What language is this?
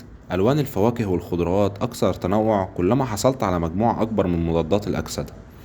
Egyptian Arabic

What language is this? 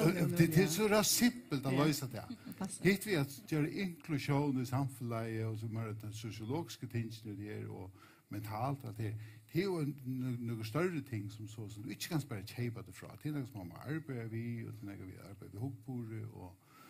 Faroese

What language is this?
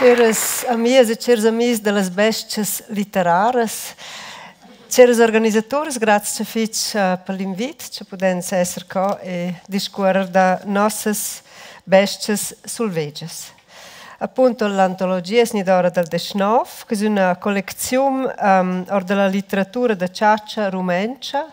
Romansh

